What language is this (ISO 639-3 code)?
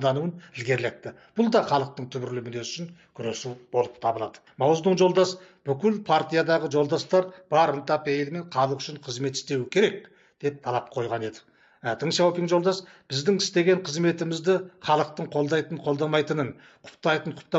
kaz